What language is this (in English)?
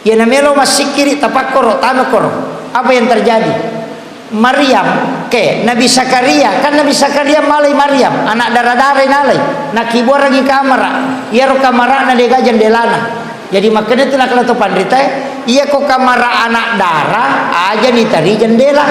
Buginese